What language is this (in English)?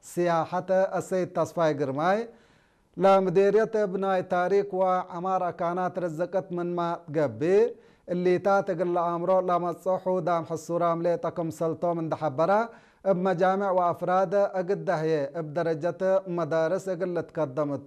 Tigre